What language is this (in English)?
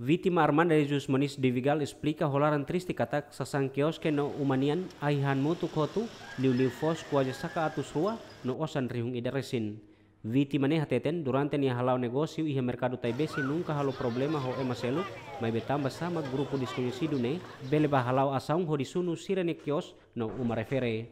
Tetum